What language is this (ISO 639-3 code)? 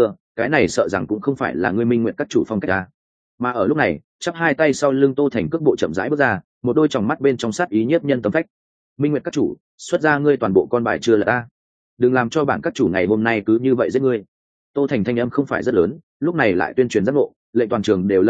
vie